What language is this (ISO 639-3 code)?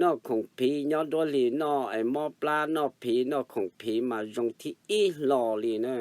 hmn